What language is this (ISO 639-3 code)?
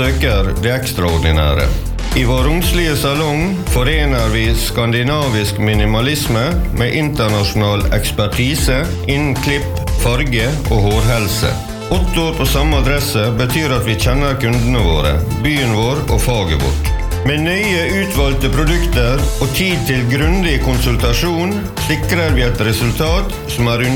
nor